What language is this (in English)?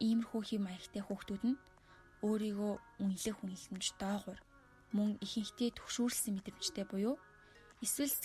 Mongolian